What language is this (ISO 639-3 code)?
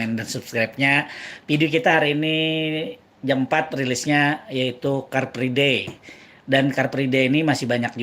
bjn